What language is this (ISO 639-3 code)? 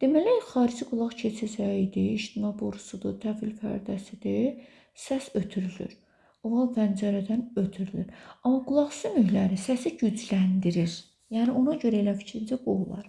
aze